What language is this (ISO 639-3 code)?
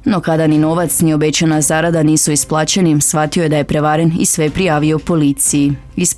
hrv